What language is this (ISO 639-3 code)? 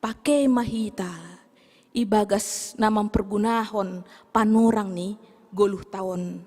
bts